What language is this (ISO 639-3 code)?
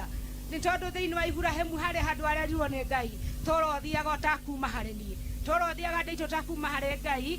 kik